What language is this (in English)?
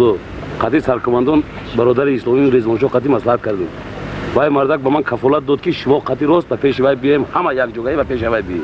Tajik